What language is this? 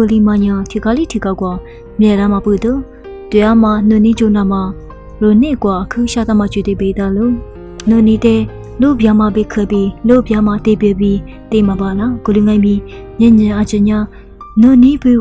Lisu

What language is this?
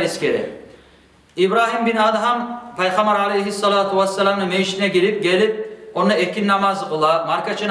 Kumyk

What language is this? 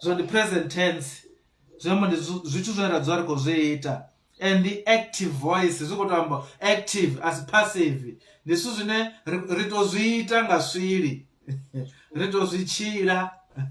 Venda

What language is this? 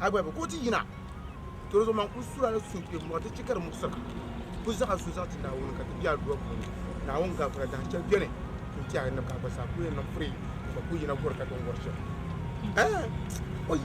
Dagbani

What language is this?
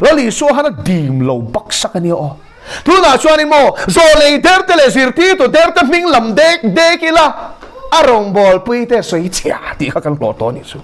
Mizo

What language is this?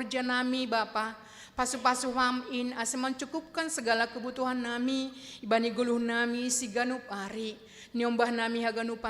Batak Simalungun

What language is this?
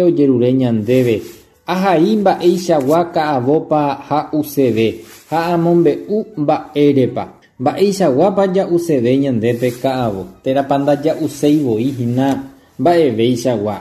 Guarani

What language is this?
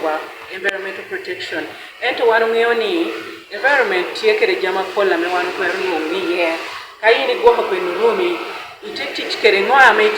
Acoli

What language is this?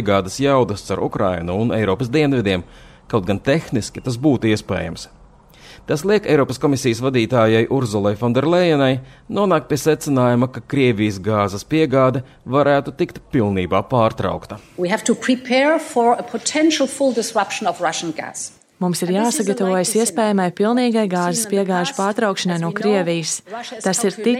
Latvian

